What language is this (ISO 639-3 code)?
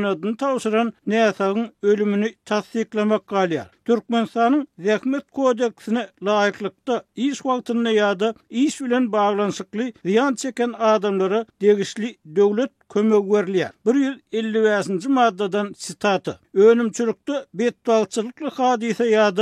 tuk